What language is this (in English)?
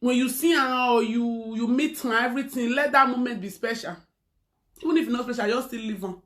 Nigerian Pidgin